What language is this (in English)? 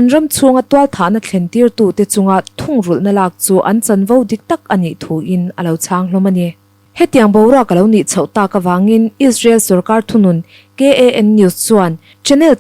Mizo